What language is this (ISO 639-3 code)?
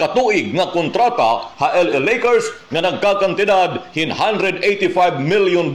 war